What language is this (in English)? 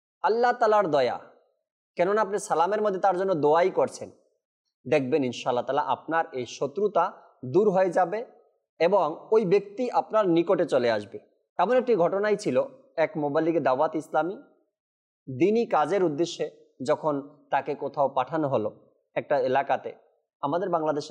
Bangla